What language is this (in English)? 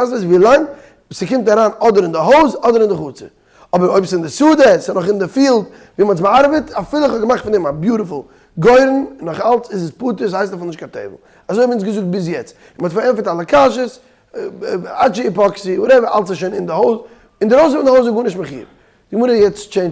Yiddish